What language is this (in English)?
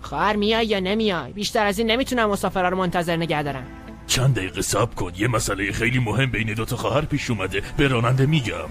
Persian